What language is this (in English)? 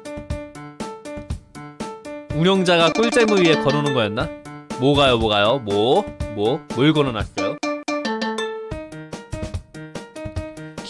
Korean